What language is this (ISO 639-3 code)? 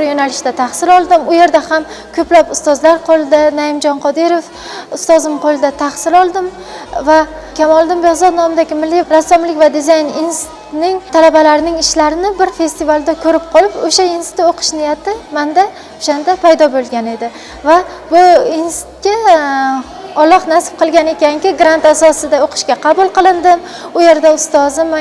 uzb